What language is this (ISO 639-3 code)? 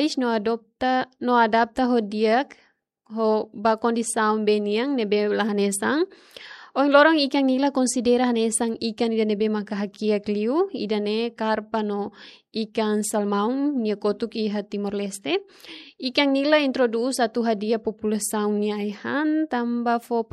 tet